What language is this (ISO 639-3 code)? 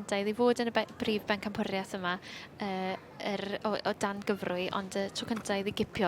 cym